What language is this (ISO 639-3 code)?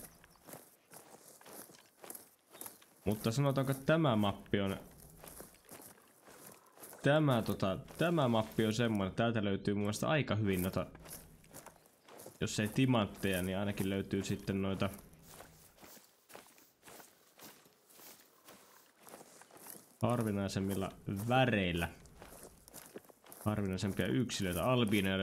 fin